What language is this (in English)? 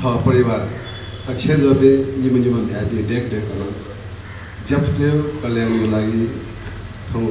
Newari